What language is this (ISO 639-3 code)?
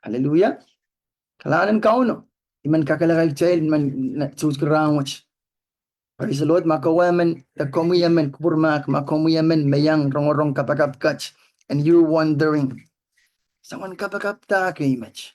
pon